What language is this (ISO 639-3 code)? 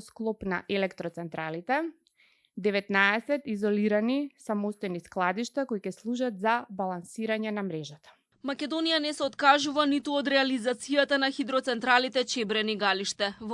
mkd